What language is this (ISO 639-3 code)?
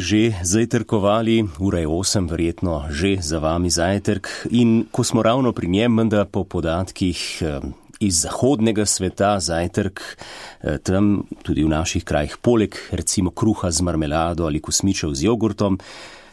slv